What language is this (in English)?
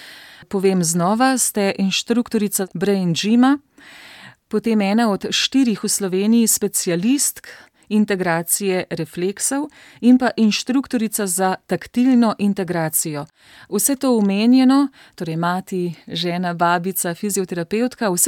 Slovenian